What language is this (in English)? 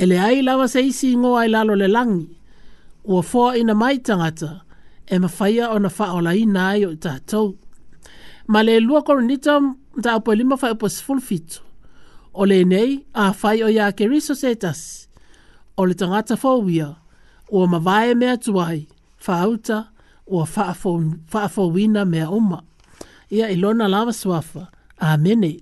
Samoan